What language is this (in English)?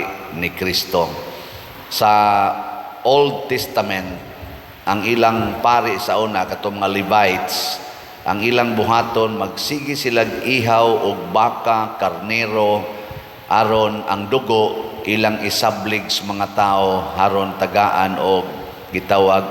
Cebuano